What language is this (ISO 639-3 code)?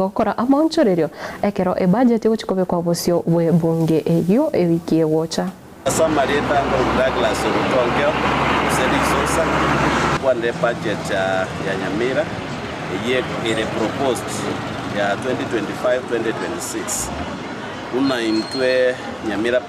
guz